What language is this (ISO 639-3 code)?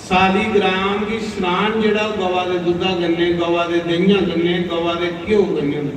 doi